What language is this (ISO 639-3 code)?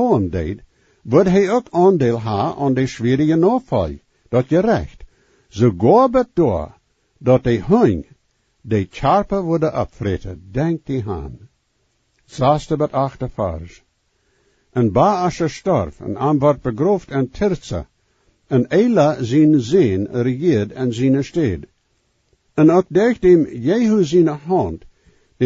pdt